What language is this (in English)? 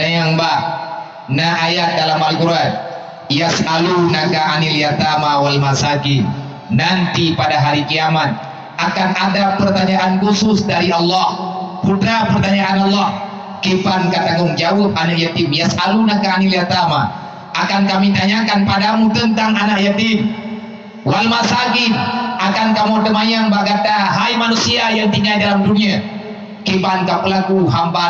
Achinese